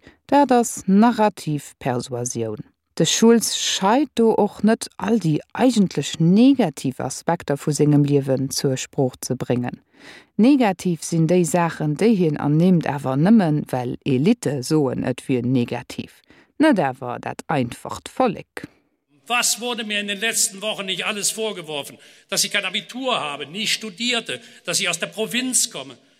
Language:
Luxembourgish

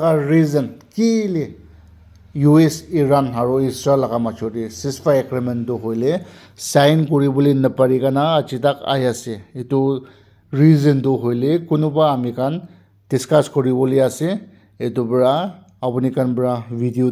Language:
Naga Pidgin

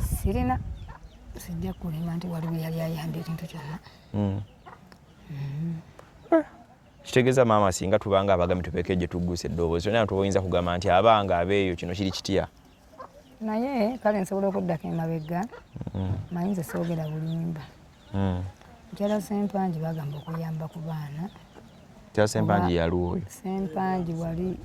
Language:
Ganda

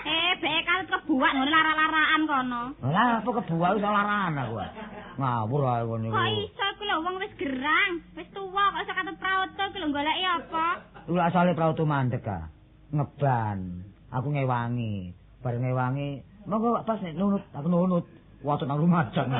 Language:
Javanese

